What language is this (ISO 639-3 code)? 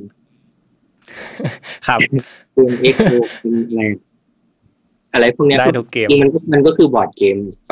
tha